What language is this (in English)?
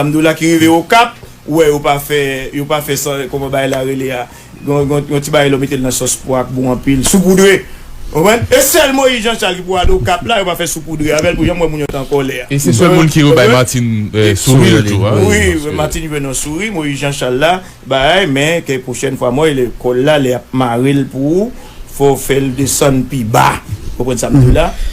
Haitian Creole